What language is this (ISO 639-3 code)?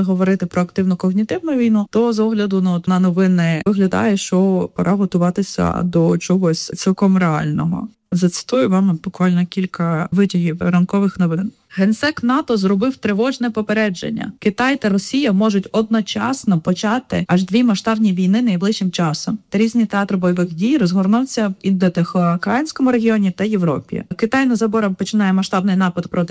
ukr